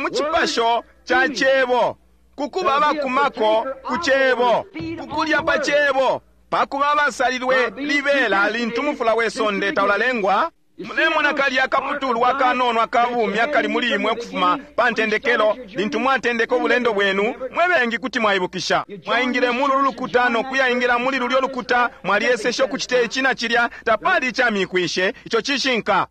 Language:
Bemba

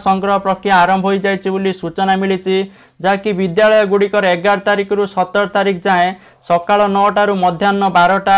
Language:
Odia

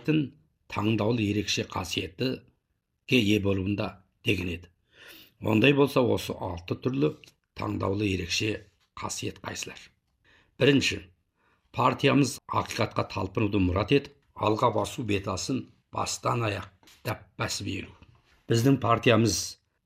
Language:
Kazakh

